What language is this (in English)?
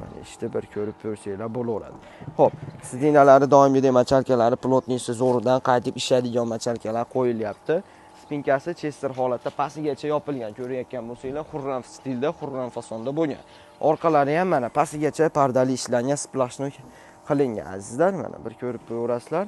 Uzbek